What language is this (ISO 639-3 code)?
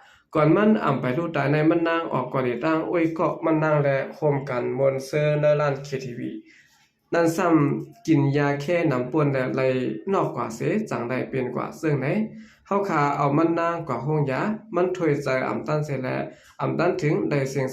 shn